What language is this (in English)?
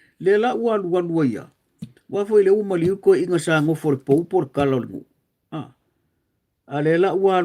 Samoan